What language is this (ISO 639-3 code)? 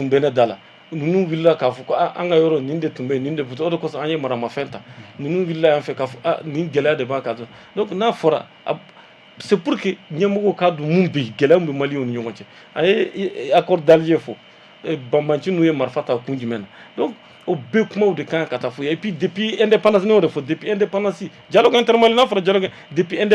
bam